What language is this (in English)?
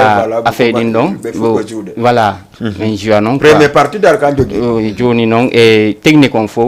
Fula